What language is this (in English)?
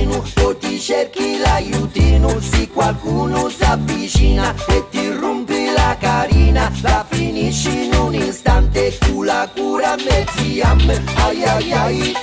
Sicilian